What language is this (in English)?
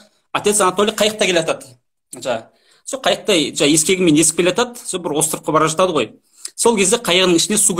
Kazakh